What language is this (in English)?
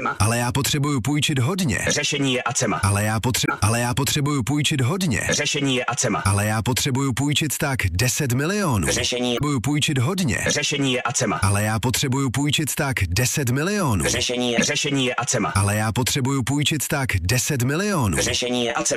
Czech